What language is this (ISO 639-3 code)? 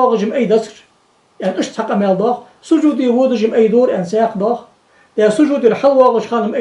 inh